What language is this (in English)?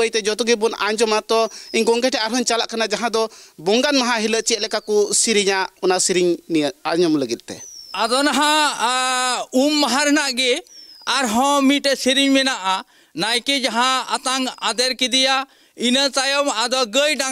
Santali